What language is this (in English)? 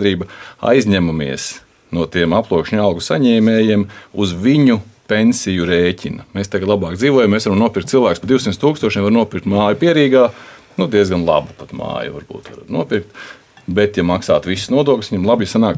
Latvian